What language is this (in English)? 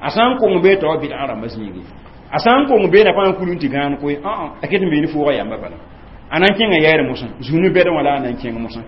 Mossi